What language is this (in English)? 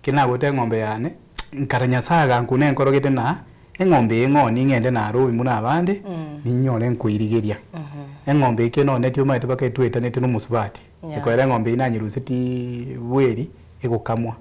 Gusii